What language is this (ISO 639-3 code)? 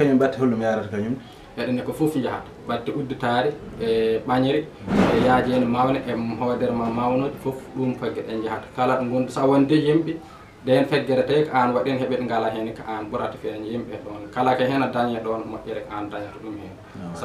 ful